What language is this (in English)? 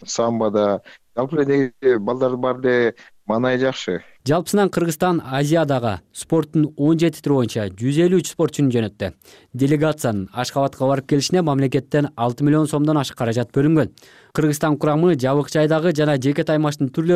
Kyrgyz